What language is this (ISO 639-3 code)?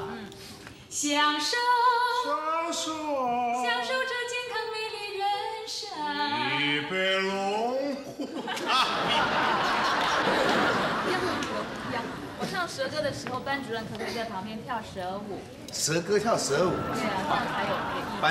zho